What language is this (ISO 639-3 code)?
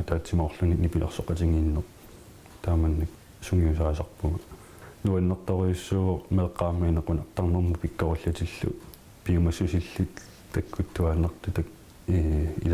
kal